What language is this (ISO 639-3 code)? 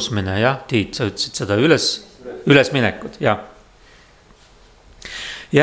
est